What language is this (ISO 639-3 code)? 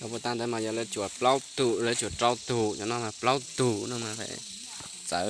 hmn